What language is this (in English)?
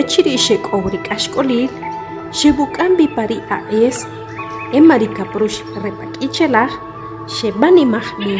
Achi